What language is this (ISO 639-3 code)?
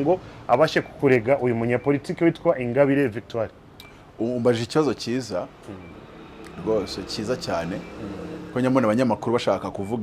kin